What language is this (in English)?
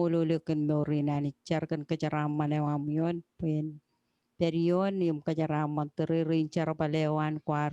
Marshallese